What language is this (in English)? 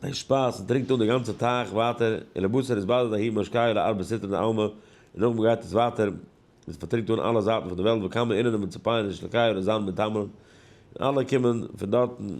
Yiddish